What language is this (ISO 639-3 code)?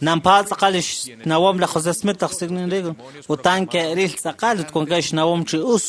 kek